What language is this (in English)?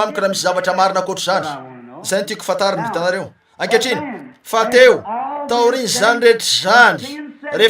Malagasy